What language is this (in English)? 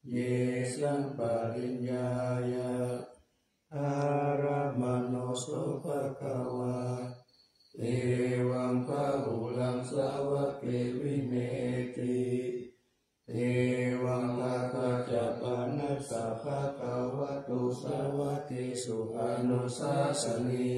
Pali